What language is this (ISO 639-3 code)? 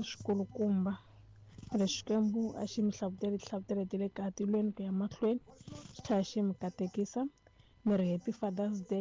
tso